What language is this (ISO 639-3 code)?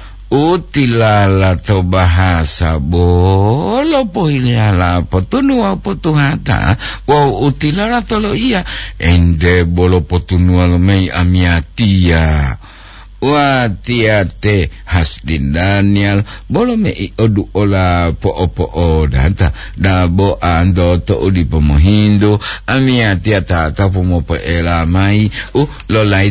gor